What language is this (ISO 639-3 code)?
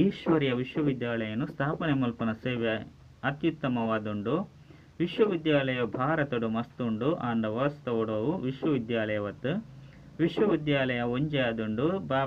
tcy